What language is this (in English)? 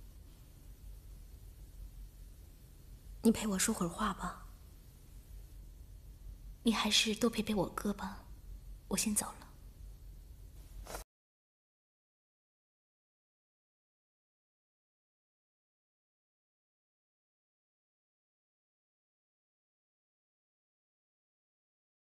Chinese